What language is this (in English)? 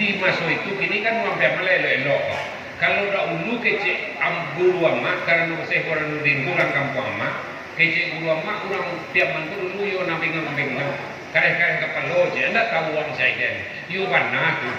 Minangkabau